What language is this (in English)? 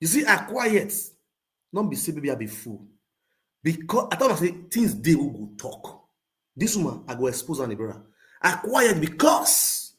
Nigerian Pidgin